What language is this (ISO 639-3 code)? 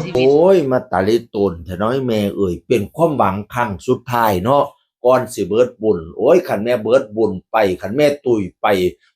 tts